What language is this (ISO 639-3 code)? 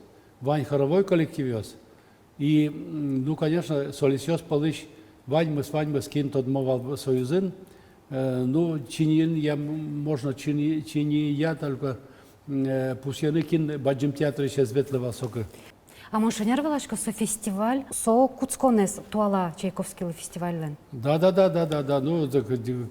udm